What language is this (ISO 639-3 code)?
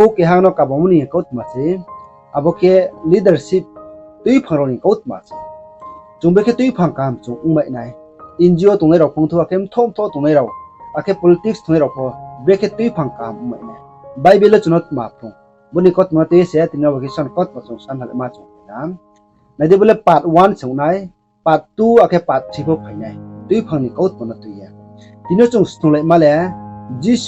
ria